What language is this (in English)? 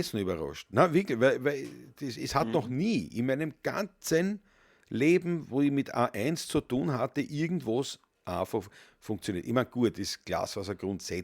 Bavarian